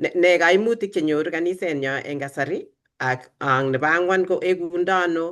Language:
Kalenjin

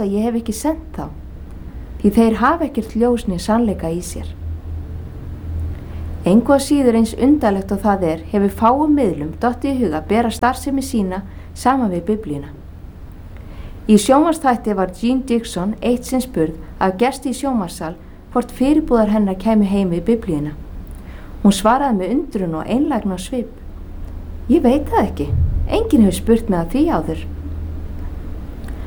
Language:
Icelandic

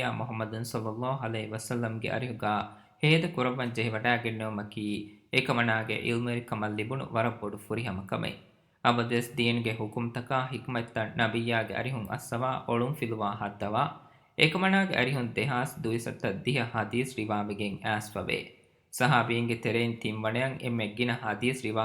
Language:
Divehi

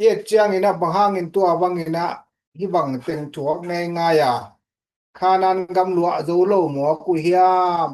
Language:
Tedim Chin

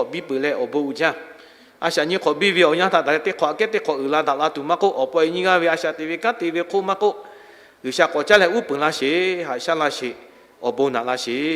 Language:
Lahu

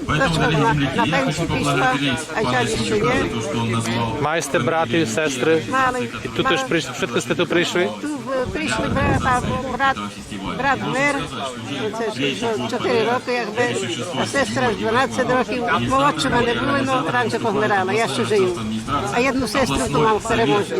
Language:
Rusyn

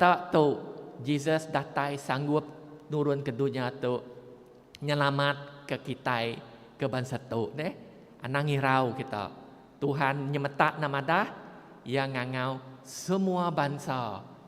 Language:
Iban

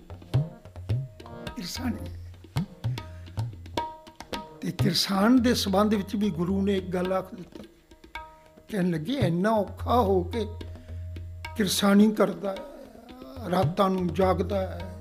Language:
Punjabi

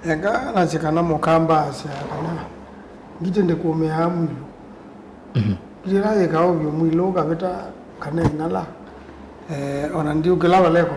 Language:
Kamba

